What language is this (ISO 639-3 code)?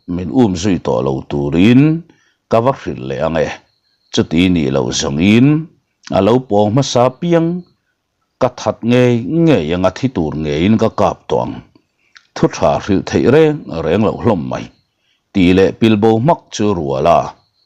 lus